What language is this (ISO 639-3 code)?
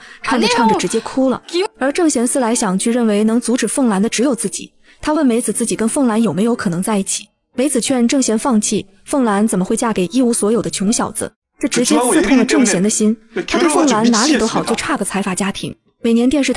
zho